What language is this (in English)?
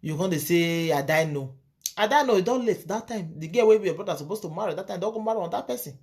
Nigerian Pidgin